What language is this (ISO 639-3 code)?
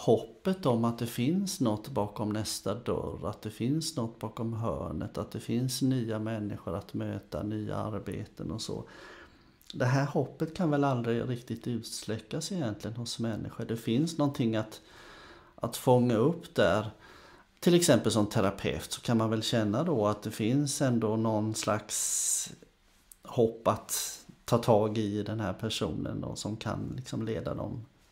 swe